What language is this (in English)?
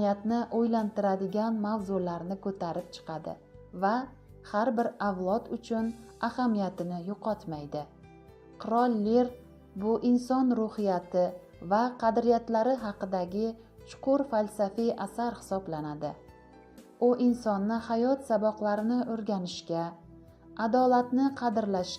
Uzbek